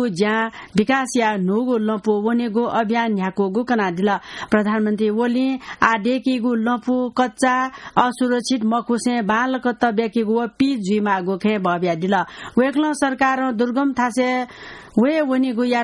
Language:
Newari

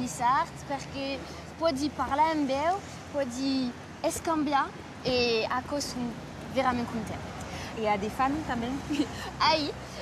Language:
Occitan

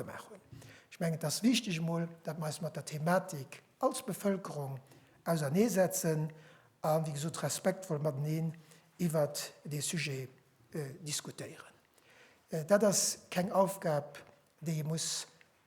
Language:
Luxembourgish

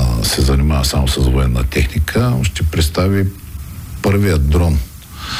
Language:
Bulgarian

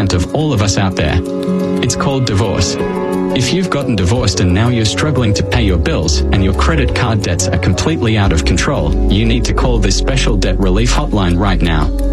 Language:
English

